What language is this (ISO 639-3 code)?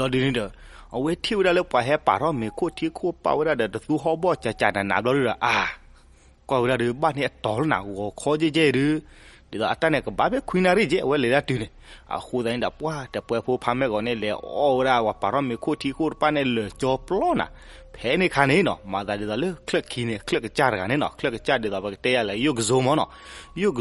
ksw